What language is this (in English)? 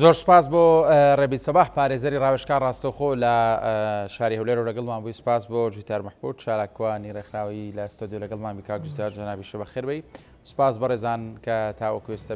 Central Kurdish